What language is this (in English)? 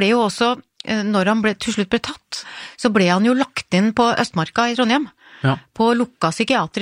Norwegian